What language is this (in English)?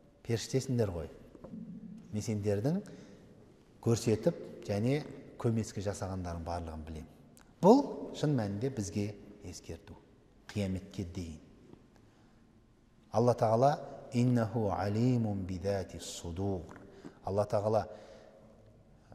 Kazakh